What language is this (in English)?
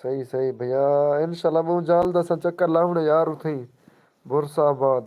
Saraiki